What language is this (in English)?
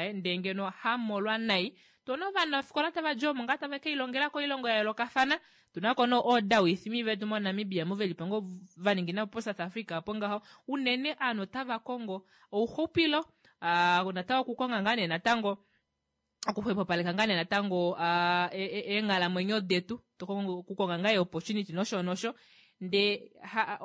Kuanyama